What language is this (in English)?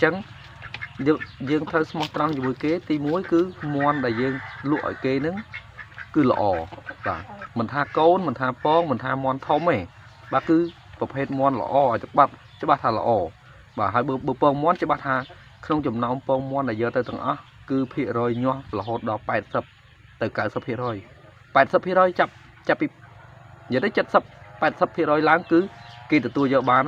Khmer